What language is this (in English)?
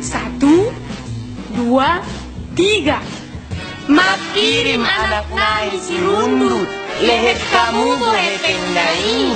Batak Toba